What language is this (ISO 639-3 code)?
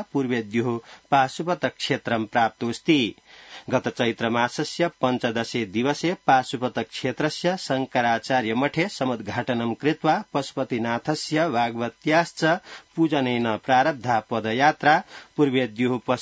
san